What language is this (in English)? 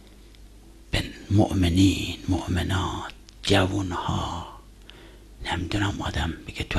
Persian